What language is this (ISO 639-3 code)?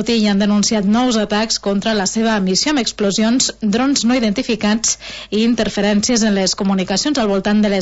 cat